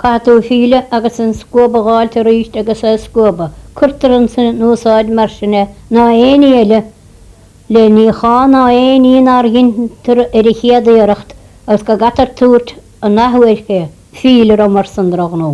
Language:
Irish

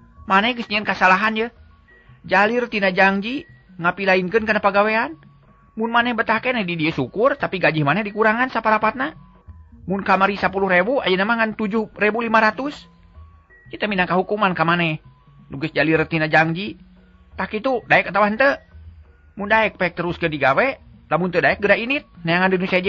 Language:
Sundanese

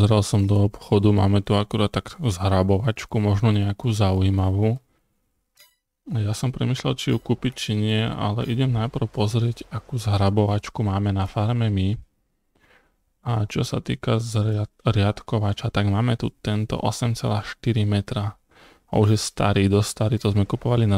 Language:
Slovak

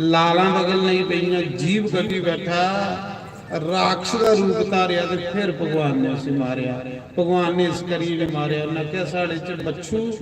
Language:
Dogri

